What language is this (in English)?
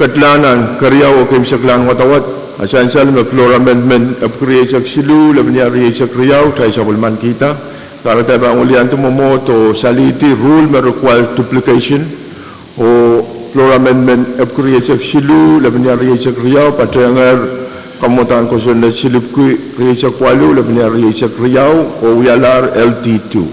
Pohnpeian